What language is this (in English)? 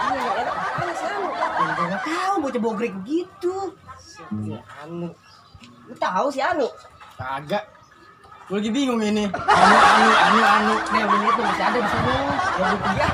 Betawi